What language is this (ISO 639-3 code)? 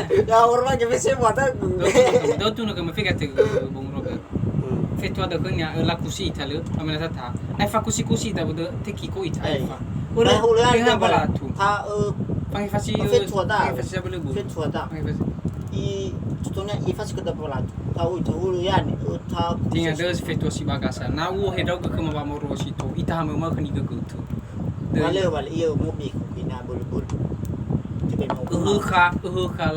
nia